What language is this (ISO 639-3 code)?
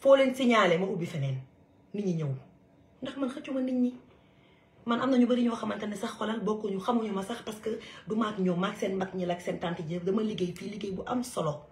wol